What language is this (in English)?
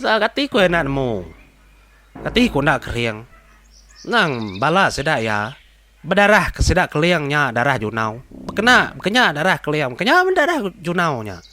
Iban